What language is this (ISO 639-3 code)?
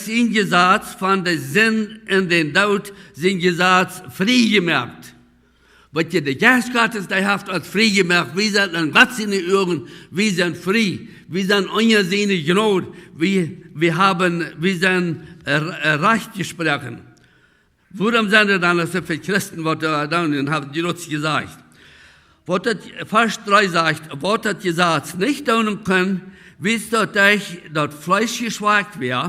pdt